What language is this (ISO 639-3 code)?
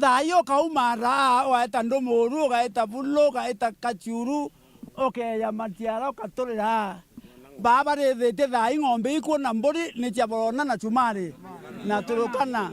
mer